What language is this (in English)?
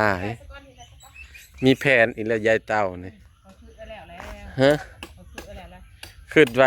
Northeastern Thai